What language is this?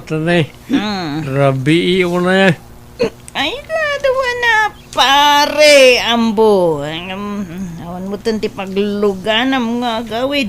Iloko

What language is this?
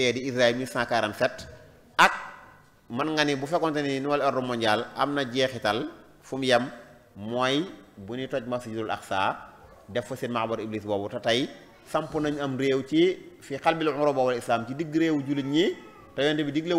Wolof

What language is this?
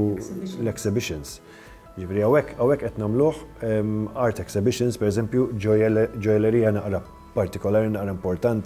Maltese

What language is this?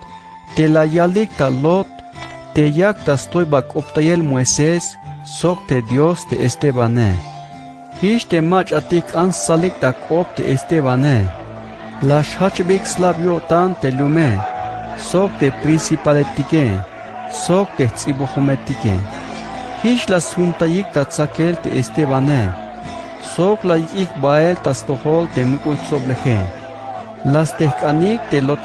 Tzeltal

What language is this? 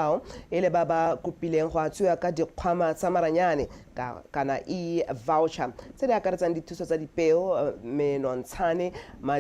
Tswana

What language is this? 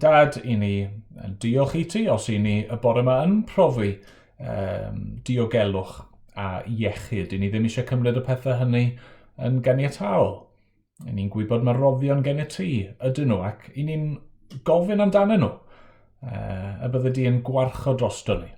Welsh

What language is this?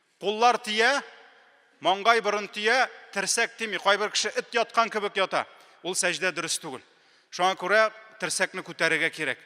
Tatar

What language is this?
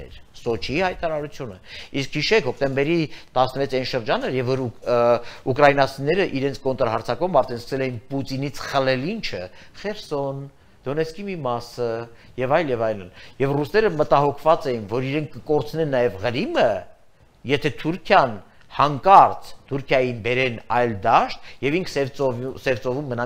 Armenian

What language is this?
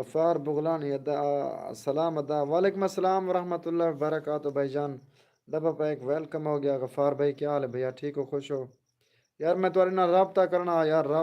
Saraiki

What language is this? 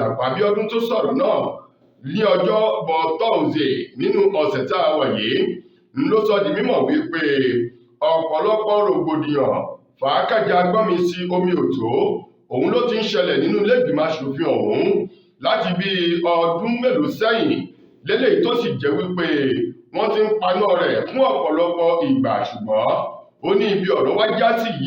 Yoruba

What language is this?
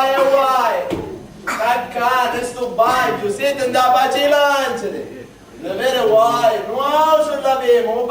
Sicilian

